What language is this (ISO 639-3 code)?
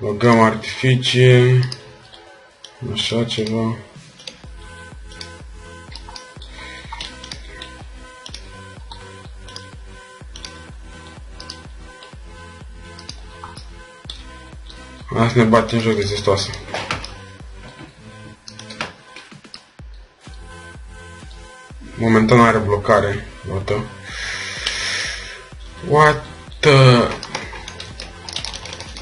ron